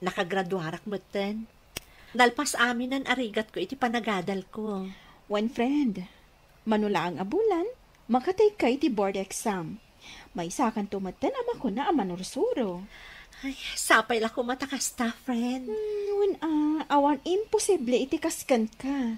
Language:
Iloko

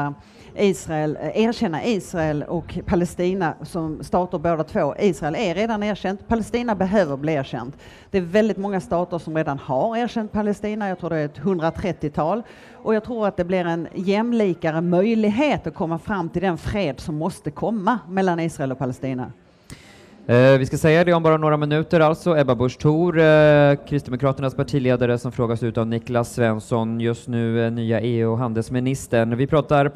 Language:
Swedish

